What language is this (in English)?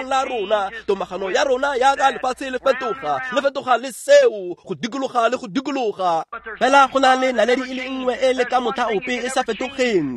Tswana